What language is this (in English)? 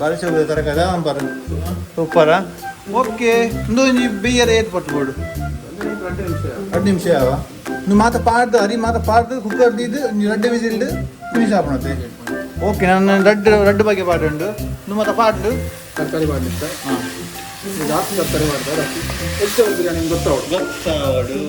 Tulu